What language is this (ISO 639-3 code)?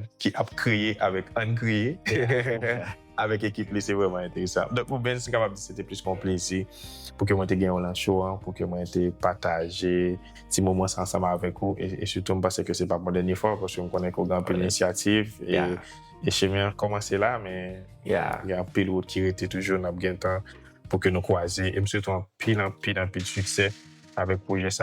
hat